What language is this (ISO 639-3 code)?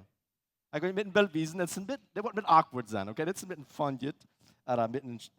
pdt